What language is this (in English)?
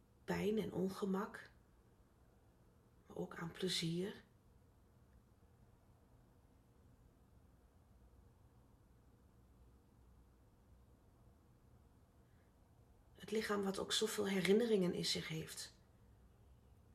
Dutch